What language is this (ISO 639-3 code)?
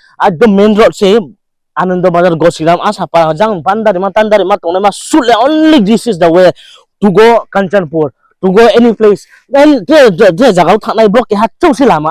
ria